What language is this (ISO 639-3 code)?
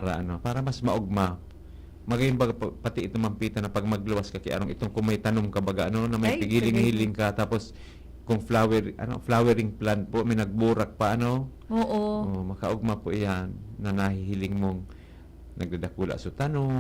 bik